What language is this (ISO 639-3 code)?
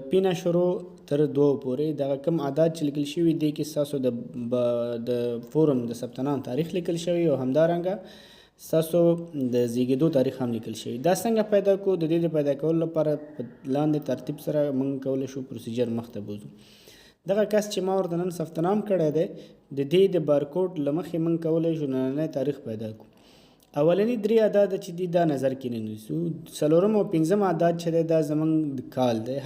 pus